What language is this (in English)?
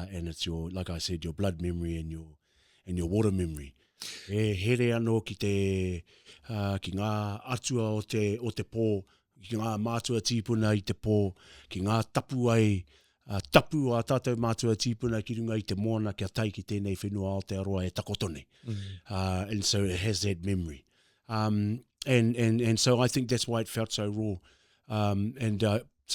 Māori